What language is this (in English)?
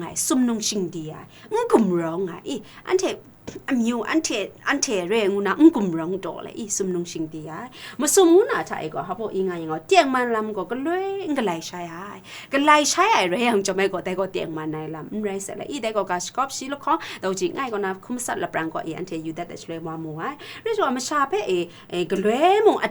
Kachin